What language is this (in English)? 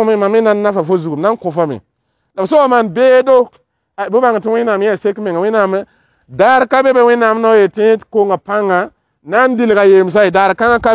Mossi